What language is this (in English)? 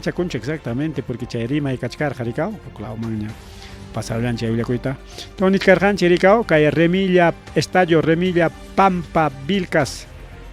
Ayacucho Quechua